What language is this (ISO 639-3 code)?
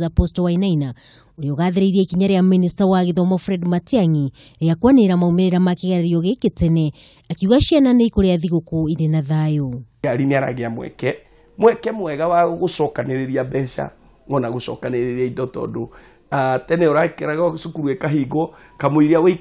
kik